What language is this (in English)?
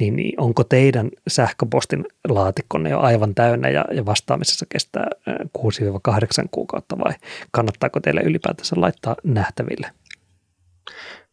Finnish